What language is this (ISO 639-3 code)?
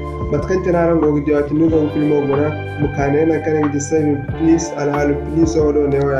dje